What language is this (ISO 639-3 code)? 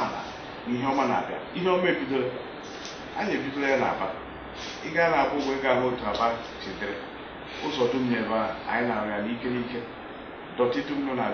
ibo